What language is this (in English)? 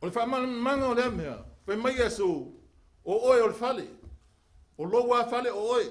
Samoan